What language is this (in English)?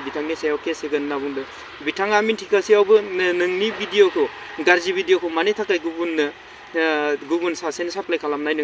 Bodo